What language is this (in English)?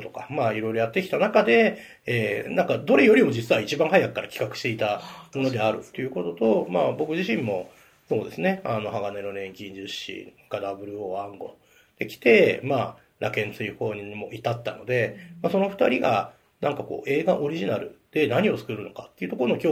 Japanese